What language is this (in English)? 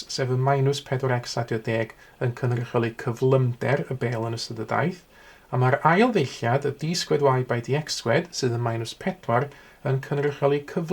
Welsh